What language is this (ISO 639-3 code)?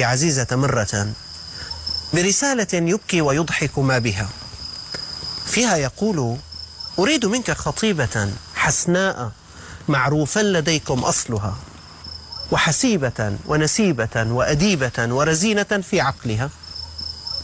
ara